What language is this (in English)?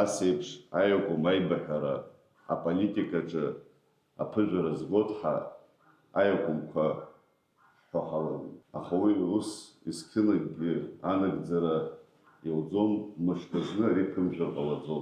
Abkhazian